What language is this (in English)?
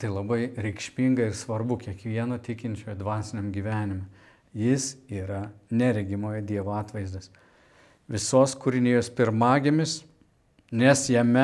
Lithuanian